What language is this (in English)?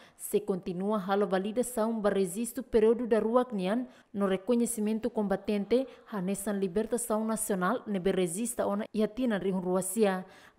Tetum